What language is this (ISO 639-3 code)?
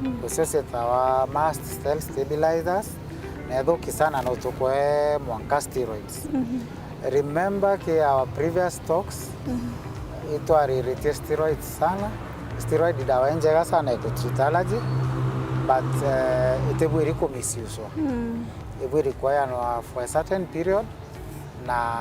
mer